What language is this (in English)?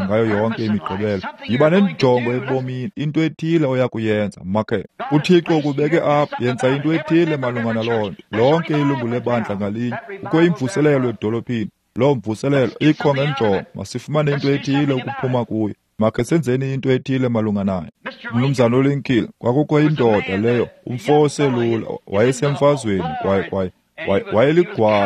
Xhosa